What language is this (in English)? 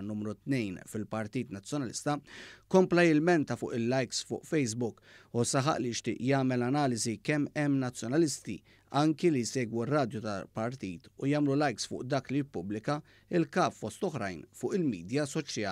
Maltese